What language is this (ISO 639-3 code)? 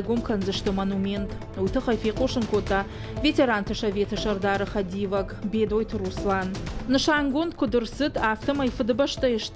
oss